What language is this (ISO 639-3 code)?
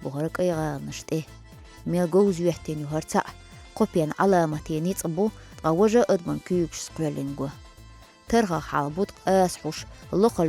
che